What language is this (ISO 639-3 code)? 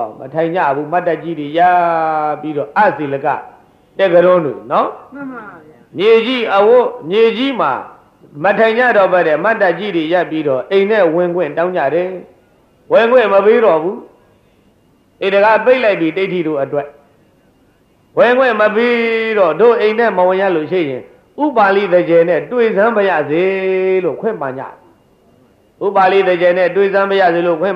mya